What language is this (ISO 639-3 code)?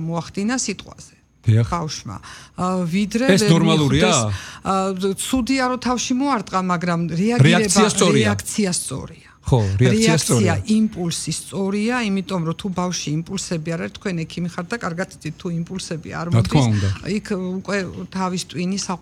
kat